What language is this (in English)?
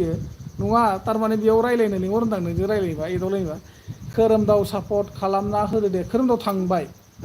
Bodo